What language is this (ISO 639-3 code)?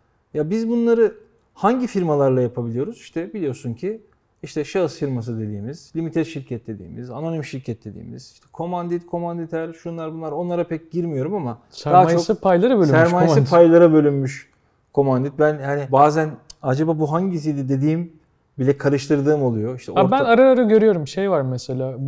tur